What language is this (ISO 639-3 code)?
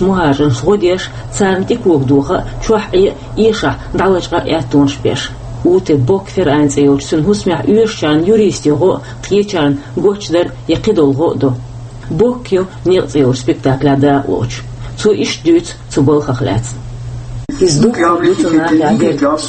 che